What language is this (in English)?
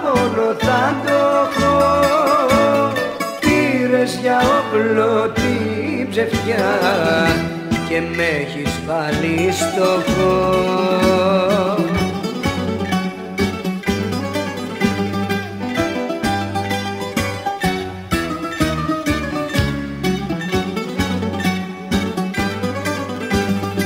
Greek